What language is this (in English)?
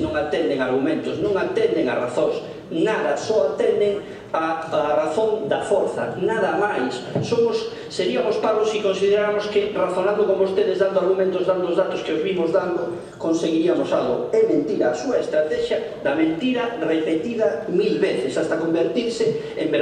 Galician